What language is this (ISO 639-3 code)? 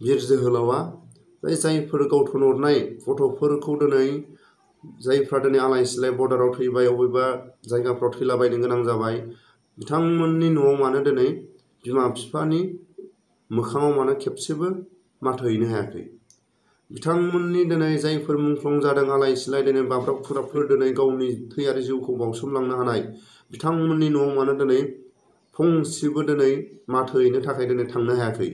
brx